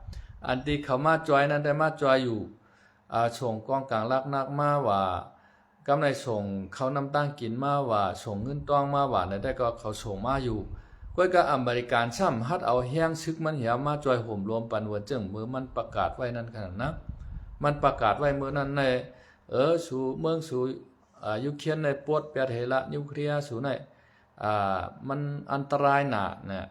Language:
Shan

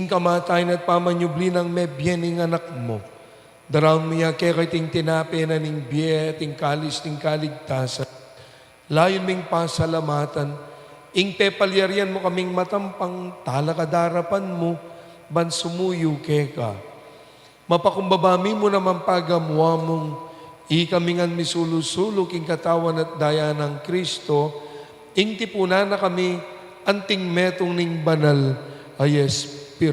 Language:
Pampanga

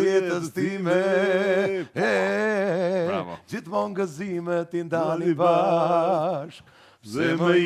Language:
Albanian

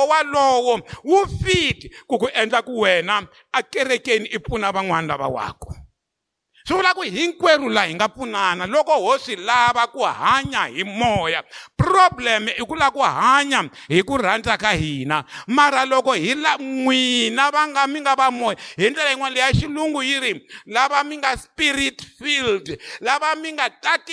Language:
Tsonga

